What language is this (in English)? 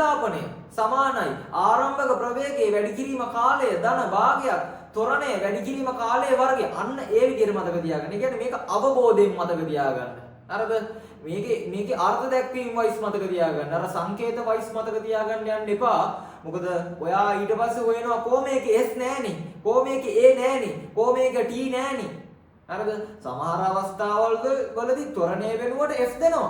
Sinhala